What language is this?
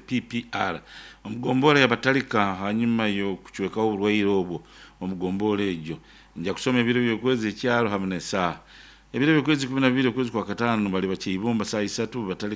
Nyoro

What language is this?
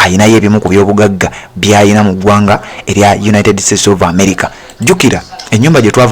Ganda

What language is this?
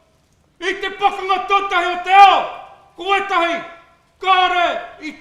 Māori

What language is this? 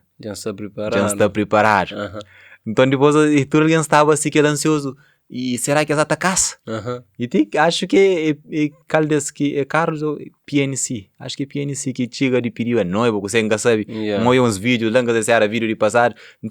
Kabuverdianu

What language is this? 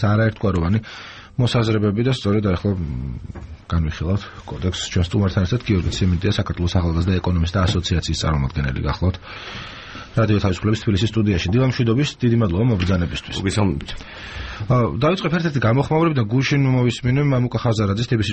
Georgian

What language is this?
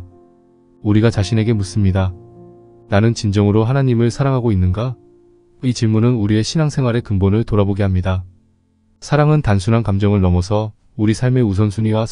Korean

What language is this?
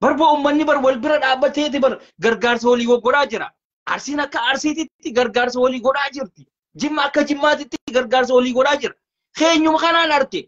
Oromo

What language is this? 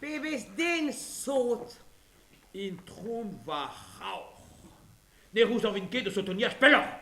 Breton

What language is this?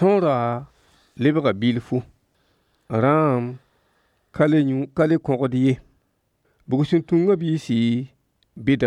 Mossi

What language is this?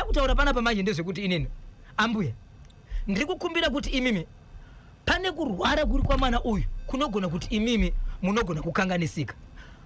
Shona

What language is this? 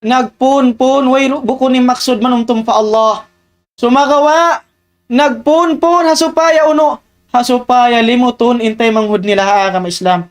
Tausug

